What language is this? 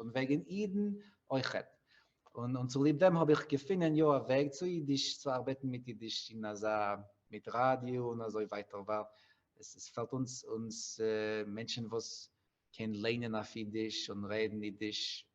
Yiddish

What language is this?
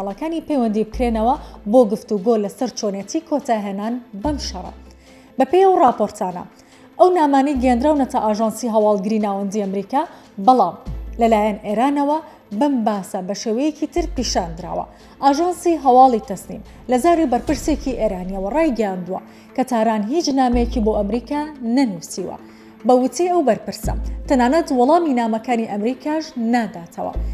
Central Kurdish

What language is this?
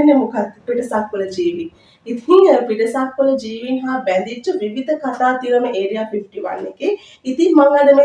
Sinhala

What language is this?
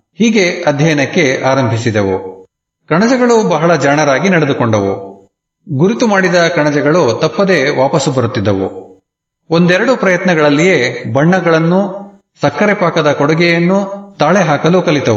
Kannada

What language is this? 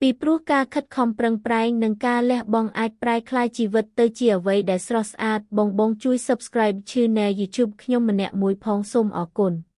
Khmer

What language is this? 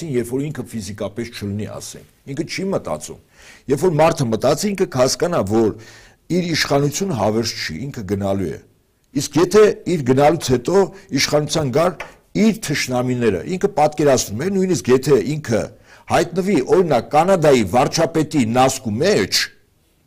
Armenian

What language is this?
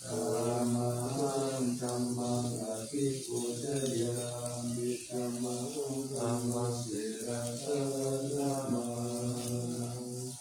Pali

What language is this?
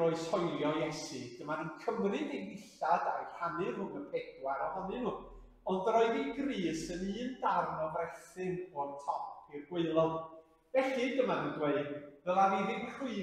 Welsh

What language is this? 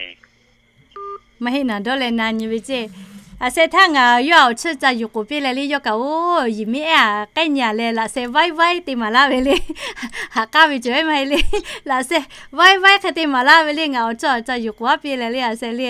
Lahu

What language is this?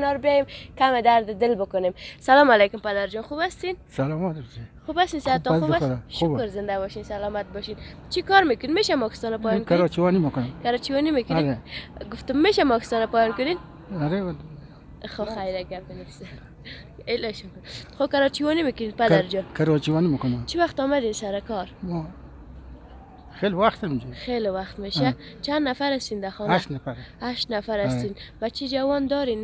Persian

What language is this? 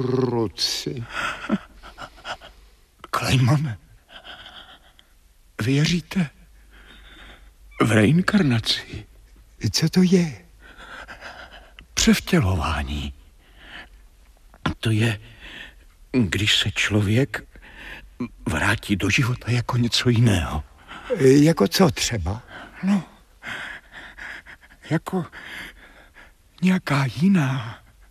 Czech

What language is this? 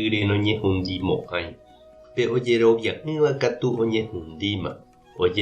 Guarani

